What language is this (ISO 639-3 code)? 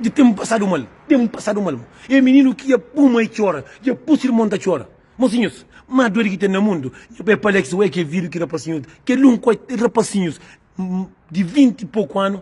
kea